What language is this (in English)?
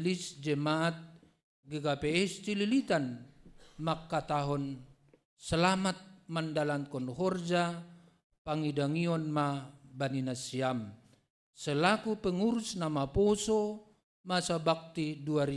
Batak Simalungun